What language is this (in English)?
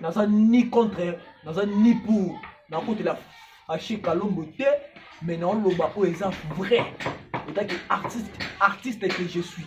Lingala